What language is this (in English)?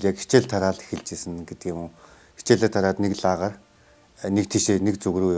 Mongolian